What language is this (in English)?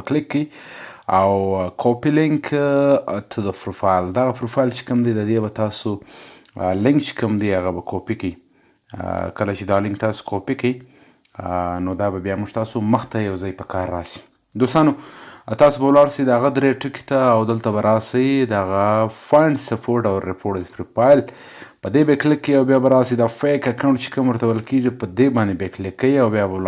Pashto